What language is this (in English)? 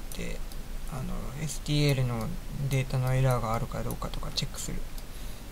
Japanese